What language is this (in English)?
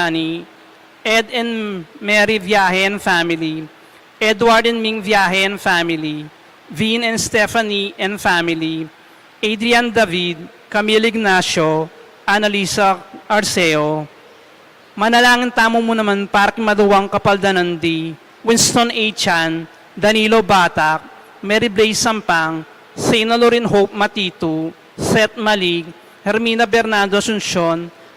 Pampanga